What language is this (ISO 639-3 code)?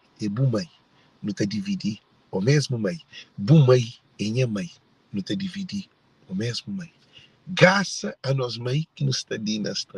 kea